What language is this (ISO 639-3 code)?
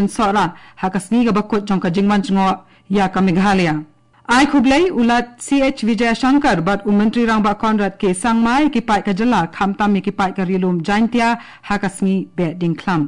kha